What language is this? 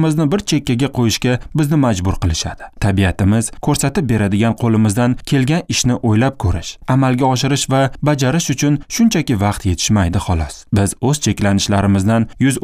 Uzbek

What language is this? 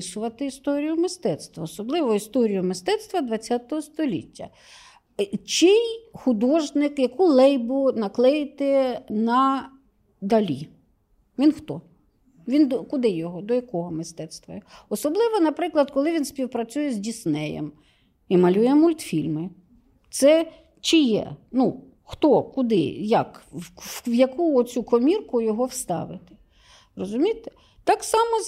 Ukrainian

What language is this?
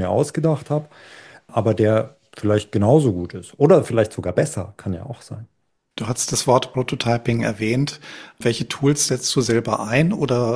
German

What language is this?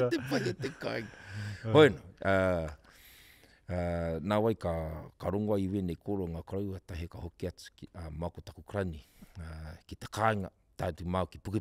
Māori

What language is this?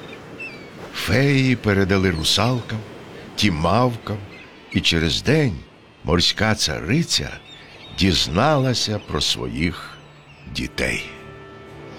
Ukrainian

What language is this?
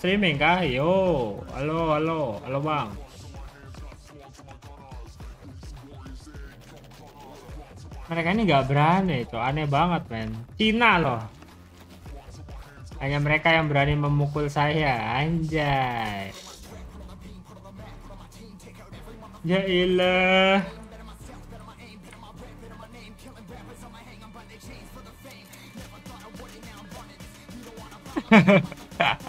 Indonesian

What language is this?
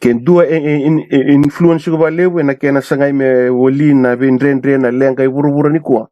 Fijian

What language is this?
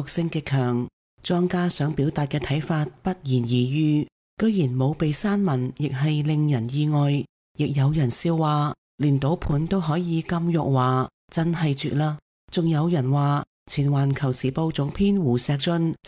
Cantonese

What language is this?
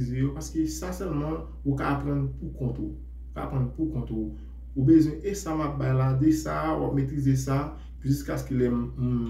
Haitian Creole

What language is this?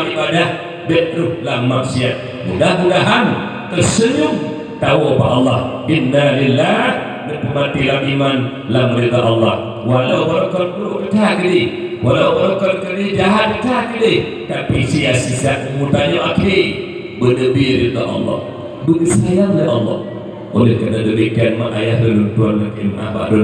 Achinese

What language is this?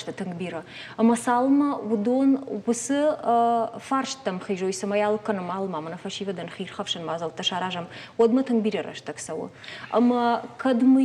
Ossetic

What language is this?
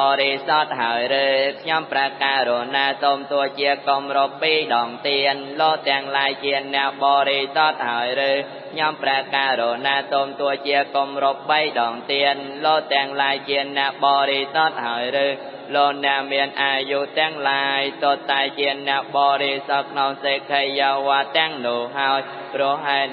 Khmer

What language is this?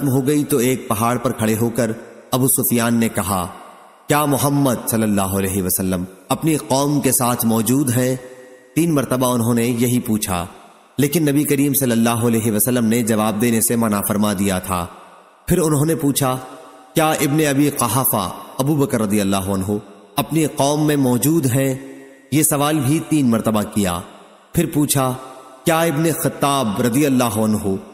Urdu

